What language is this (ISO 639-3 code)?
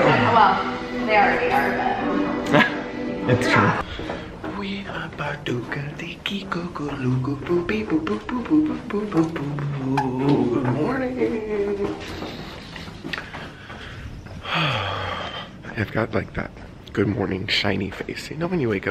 eng